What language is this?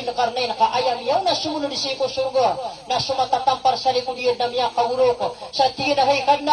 Maranao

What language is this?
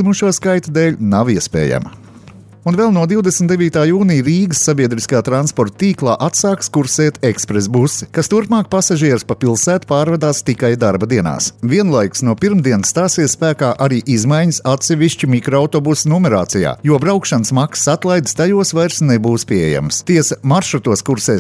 Latvian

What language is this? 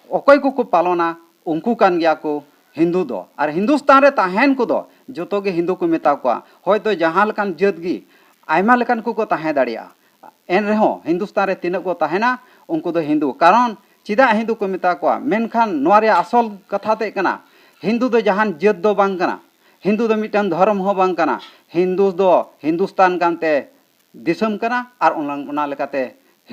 Santali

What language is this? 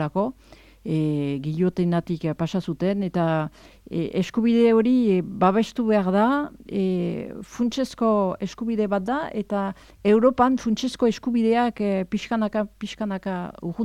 Basque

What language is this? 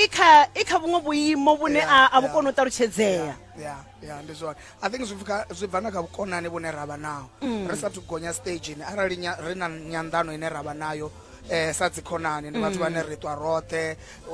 Venda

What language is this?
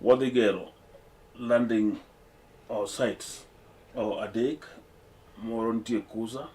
Luo (Kenya and Tanzania)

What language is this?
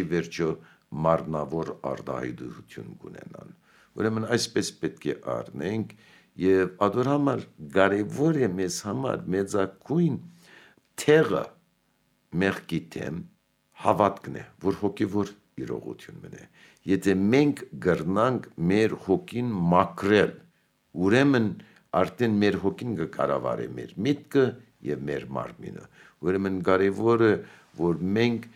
Armenian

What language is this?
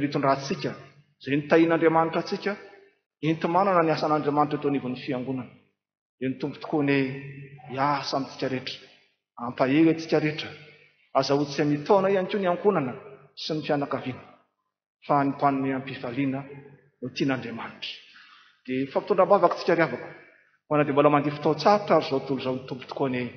Malagasy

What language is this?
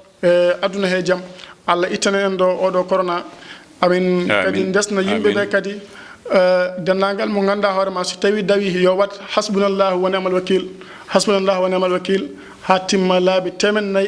Fula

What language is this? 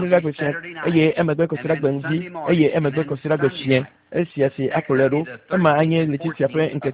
Ewe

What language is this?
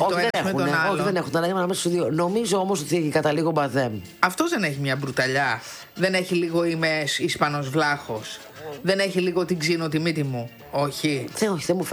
Greek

